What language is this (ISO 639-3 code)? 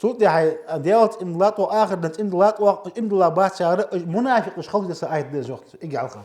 inh